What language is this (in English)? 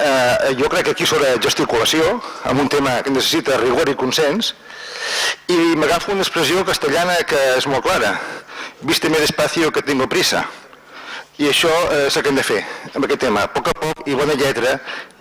Catalan